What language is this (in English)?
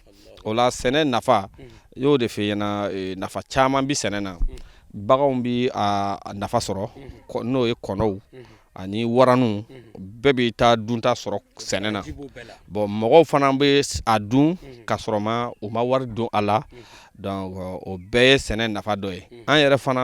Bambara